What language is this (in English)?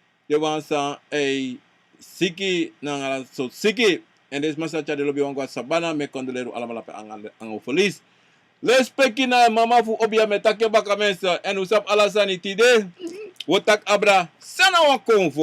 Sranan Tongo